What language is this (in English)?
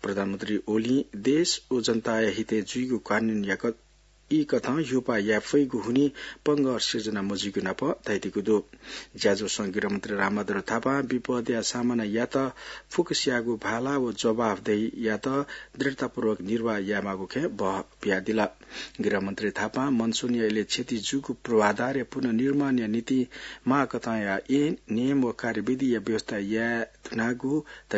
Newari